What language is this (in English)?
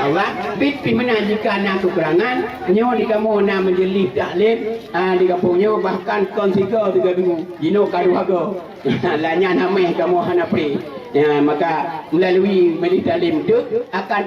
Achinese